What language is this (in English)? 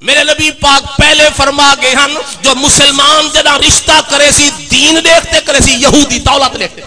Saraiki